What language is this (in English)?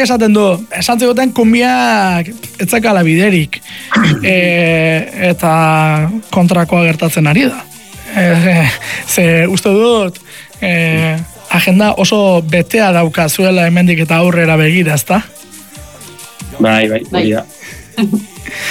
Basque